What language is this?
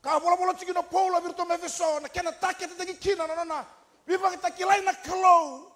Fijian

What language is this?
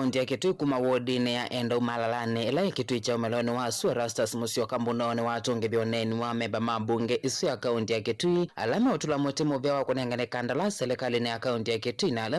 Kamba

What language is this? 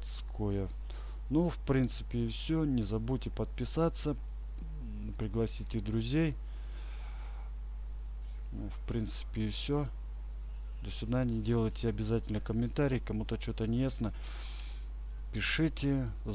Russian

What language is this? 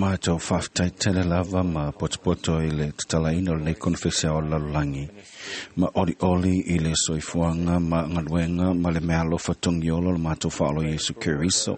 Samoan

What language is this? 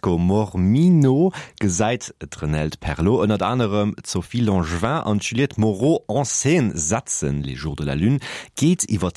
Luxembourgish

